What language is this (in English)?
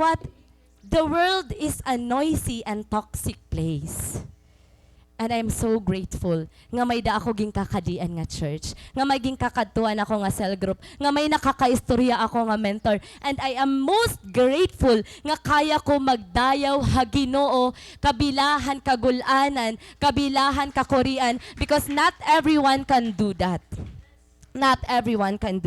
Waray